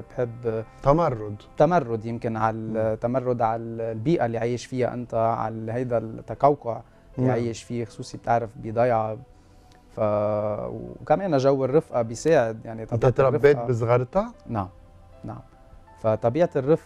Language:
North Levantine Arabic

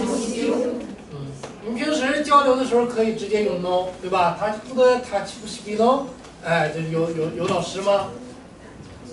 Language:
Chinese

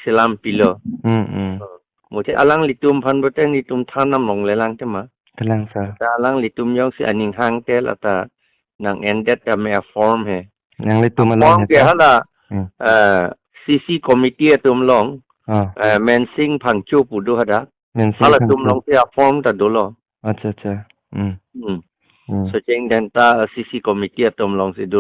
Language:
Karbi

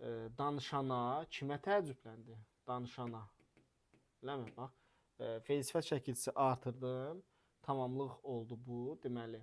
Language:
Azerbaijani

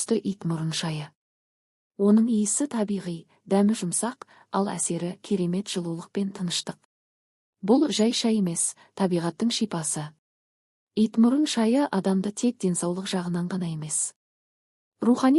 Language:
Kazakh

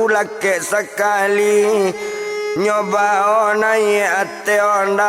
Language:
Minangkabau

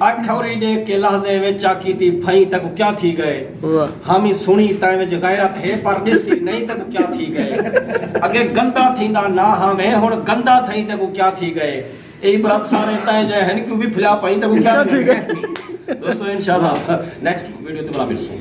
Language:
Saraiki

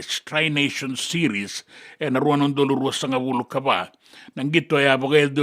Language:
Fijian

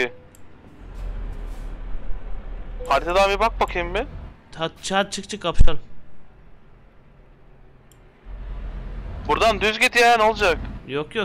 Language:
Turkish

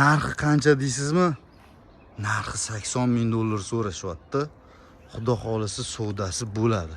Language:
Uzbek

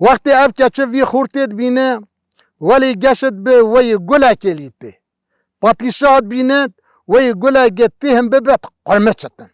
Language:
Kurdish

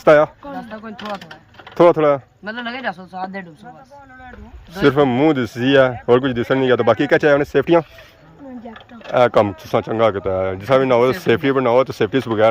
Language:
Pahari-Potwari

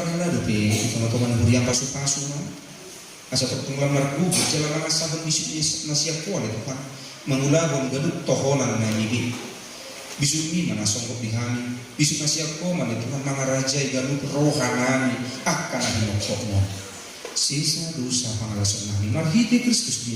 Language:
Batak Toba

